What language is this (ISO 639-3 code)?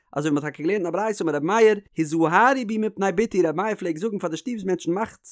yid